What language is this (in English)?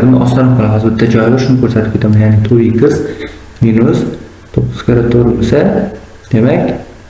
Uzbek